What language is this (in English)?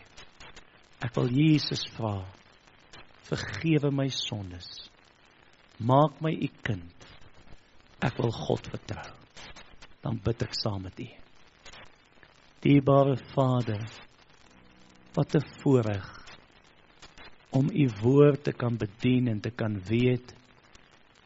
Afrikaans